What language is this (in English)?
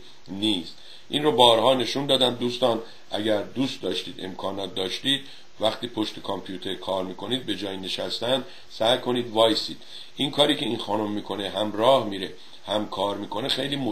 Persian